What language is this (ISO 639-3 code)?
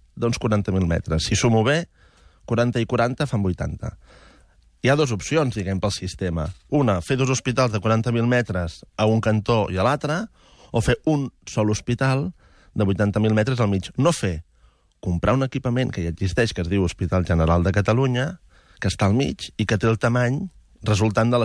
cat